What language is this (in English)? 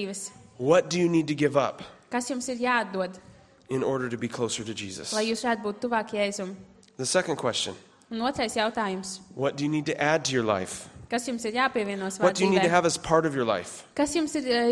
Latvian